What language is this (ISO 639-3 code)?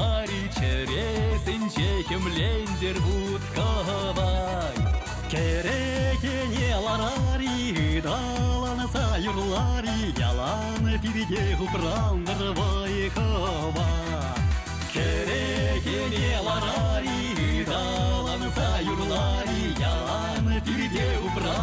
chv